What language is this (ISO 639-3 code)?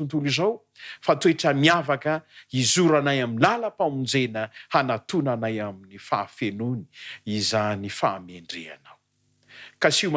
mlg